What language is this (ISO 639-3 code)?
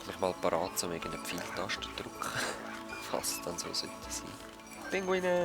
gsw